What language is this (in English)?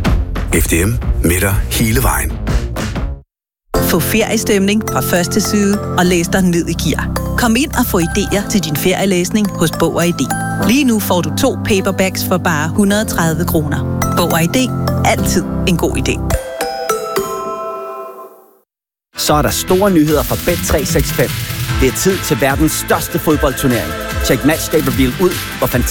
Danish